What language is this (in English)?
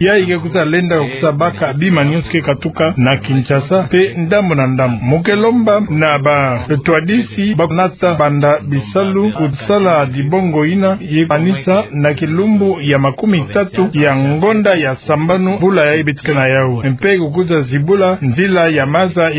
Kituba (Democratic Republic of Congo)